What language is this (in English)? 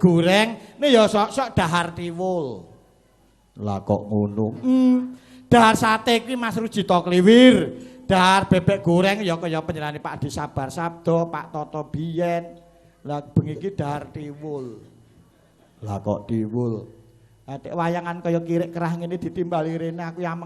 Javanese